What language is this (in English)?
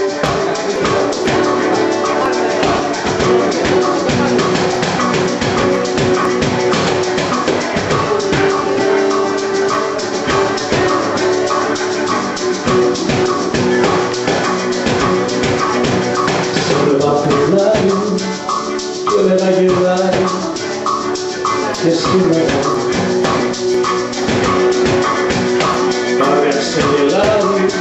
Greek